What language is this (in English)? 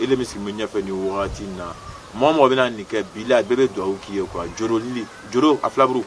Bambara